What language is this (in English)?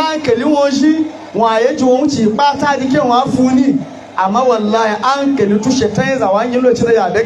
Hausa